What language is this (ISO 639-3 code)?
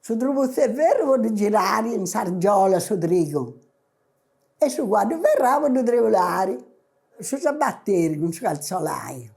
srd